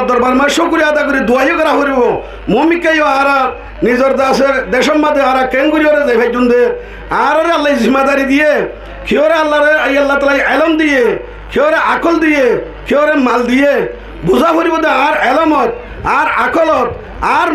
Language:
Rohingya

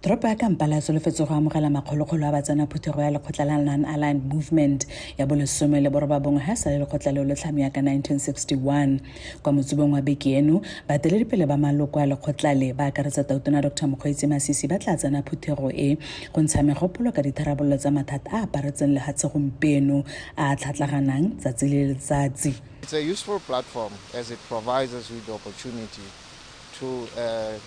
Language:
Tswana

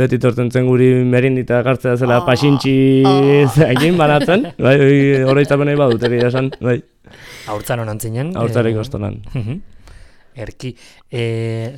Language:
Basque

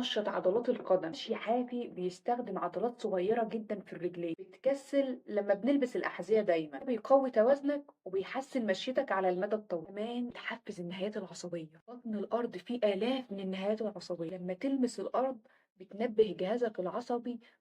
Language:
Egyptian Arabic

